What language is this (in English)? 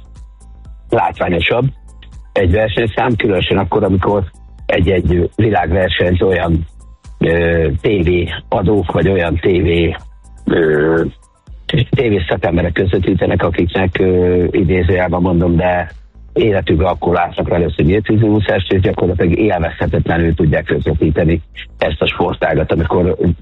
Hungarian